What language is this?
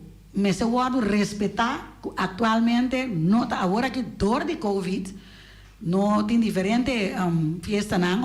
Papiamento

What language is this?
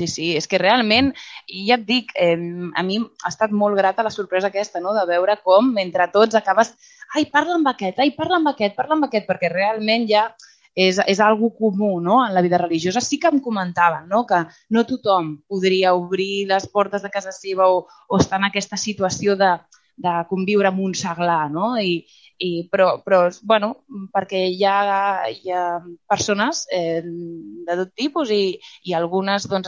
Catalan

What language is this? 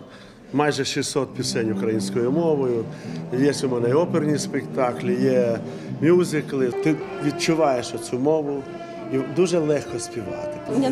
Ukrainian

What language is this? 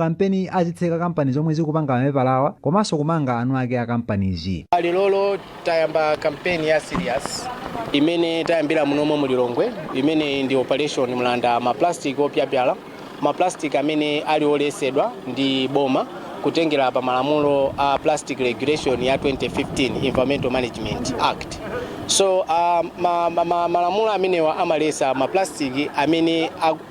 Nyanja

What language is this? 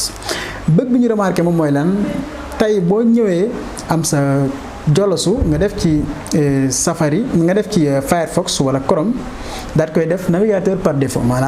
Wolof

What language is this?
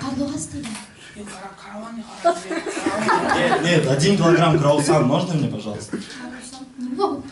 Bashkir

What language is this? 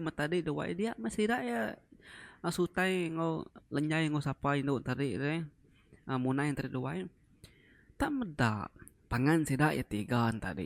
Iban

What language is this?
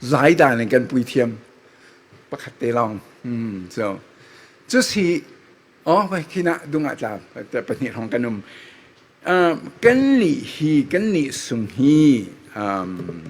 Falam Chin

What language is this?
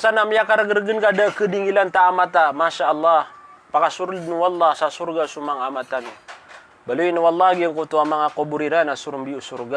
Maranao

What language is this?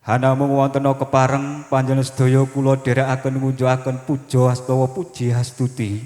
Javanese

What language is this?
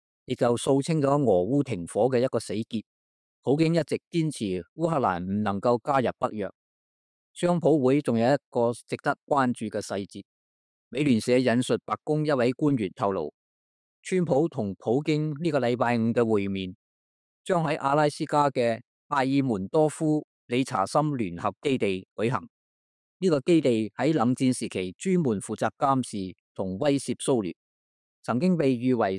Cantonese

